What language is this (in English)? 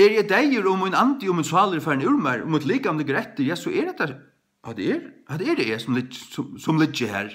Faroese